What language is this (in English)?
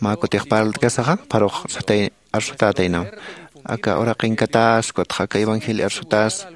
Aymara